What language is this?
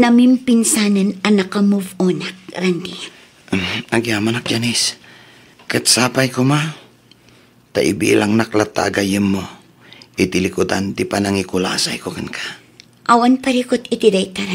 Iloko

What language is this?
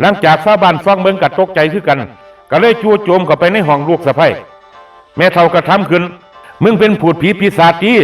Northeastern Thai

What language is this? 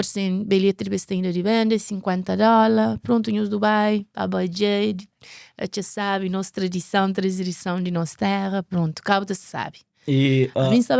Kabuverdianu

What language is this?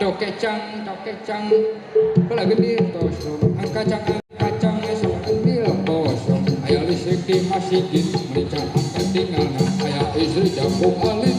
Sundanese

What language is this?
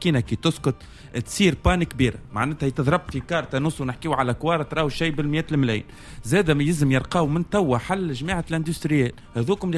Tunisian Arabic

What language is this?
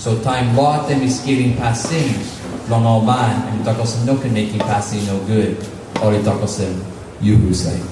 Tok Pisin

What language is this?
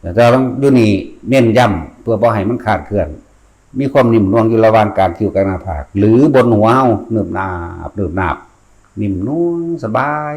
Lao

